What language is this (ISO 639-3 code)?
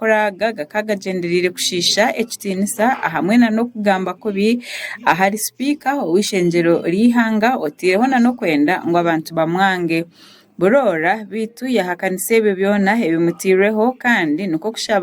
nyn